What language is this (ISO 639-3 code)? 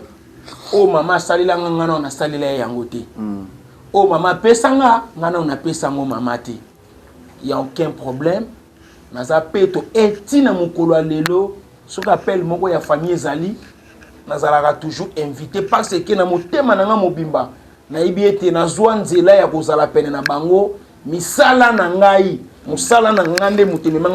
lin